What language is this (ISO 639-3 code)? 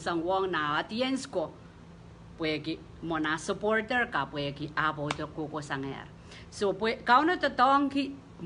pon